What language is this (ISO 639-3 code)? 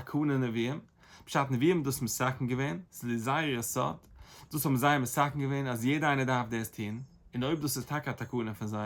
yid